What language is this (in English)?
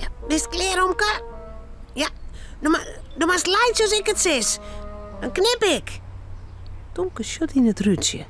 Western Frisian